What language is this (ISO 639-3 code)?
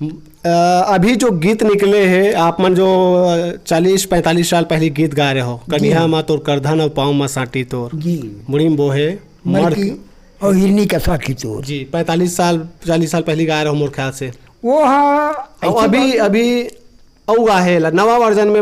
hne